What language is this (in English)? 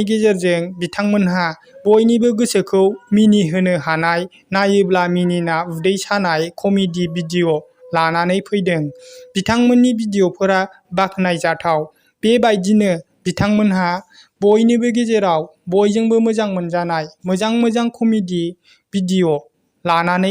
Bodo